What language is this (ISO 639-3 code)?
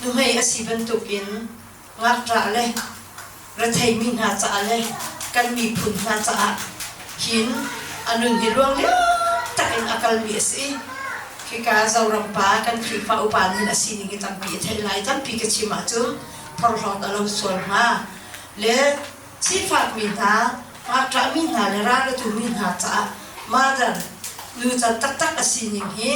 cnh